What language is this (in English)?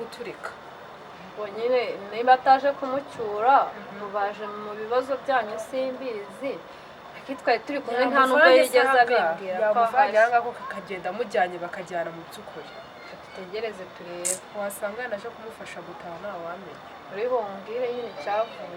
Kinyarwanda